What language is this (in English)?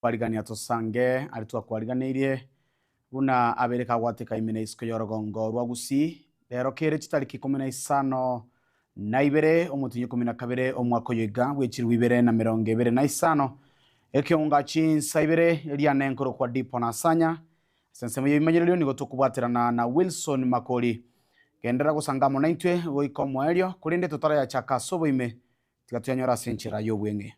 Gusii